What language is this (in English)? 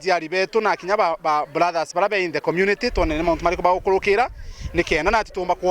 Meru